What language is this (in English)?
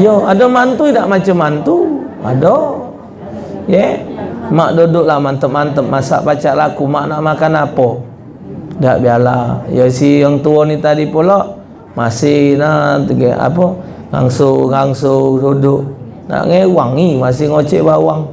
Musi